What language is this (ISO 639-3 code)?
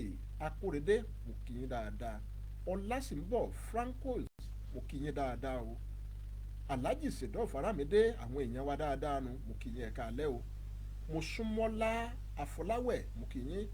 yor